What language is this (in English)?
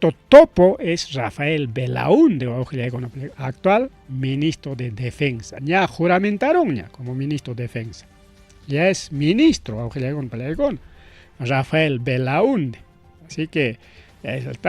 Ayacucho Quechua